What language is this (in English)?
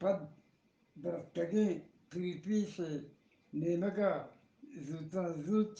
Eastern Balochi